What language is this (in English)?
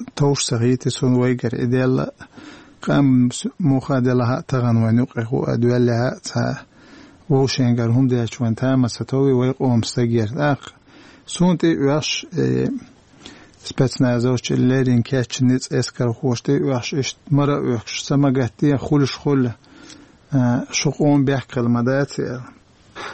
Chechen